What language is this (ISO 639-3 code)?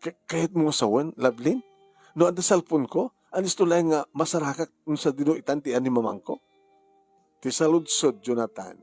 ilo